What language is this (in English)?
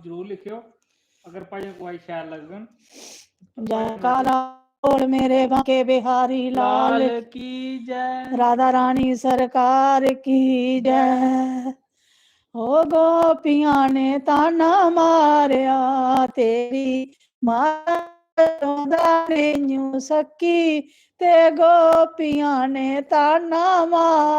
Dogri